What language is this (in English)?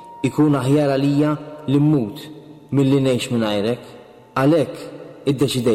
Maltese